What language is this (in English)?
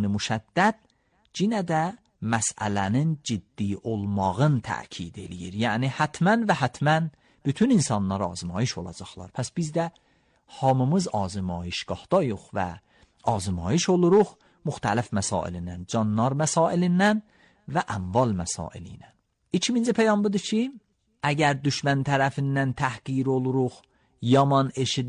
Azerbaijani